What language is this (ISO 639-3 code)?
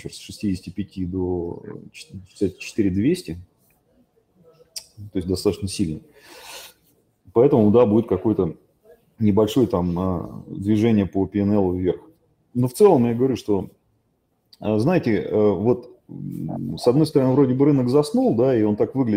rus